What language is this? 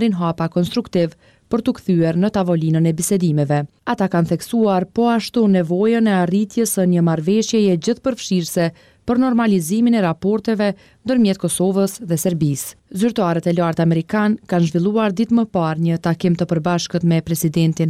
Albanian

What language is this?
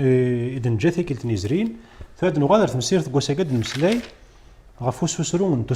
Kabyle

